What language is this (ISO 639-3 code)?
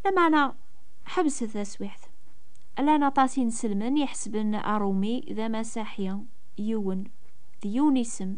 kab